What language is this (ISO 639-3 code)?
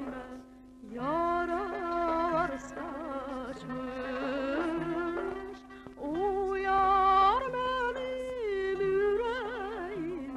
azb